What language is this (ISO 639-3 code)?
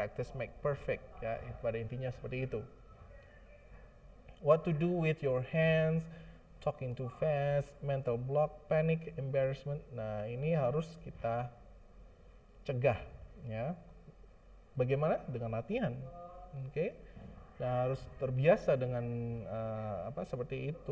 ind